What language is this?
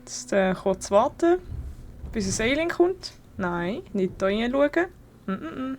Swiss German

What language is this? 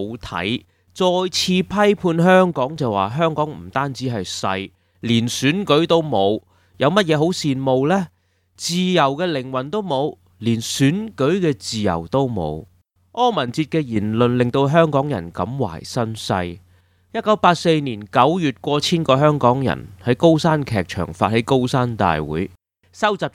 Cantonese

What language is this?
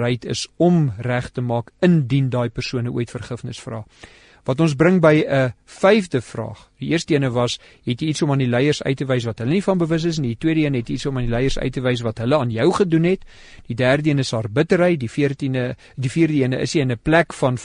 Afrikaans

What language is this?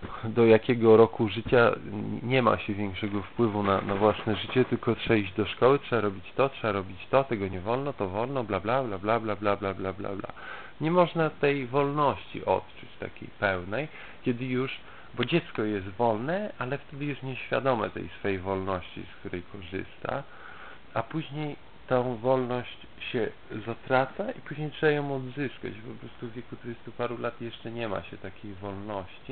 Polish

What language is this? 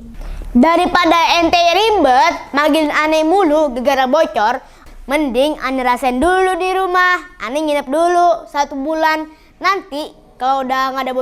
Betawi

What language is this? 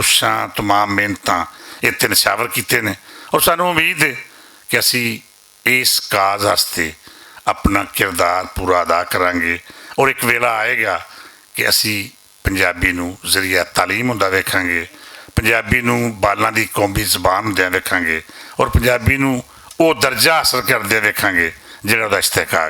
Western Panjabi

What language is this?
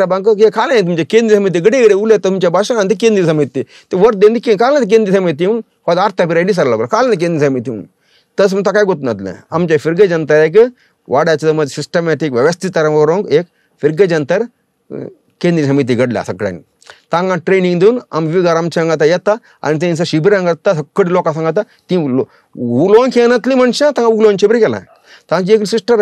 Konkani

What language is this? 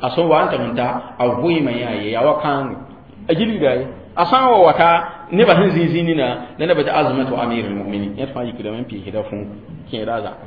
Mossi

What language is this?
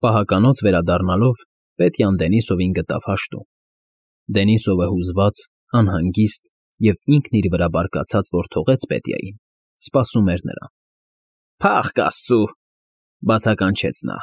Armenian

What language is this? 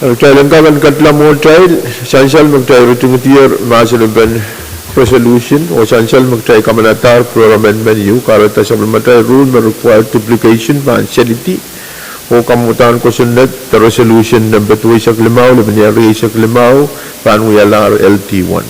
Pohnpeian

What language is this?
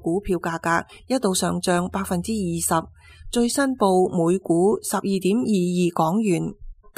Cantonese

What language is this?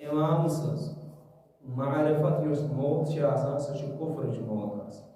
Kashmiri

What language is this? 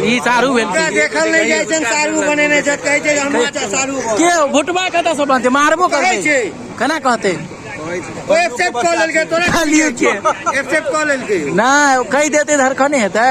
Maithili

